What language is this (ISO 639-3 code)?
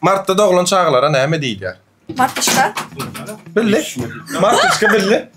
tuk